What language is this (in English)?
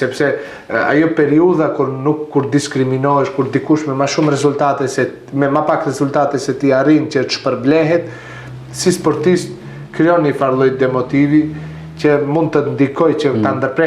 Albanian